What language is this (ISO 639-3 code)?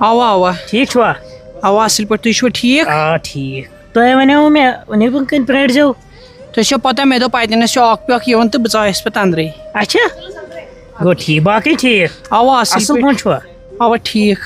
kas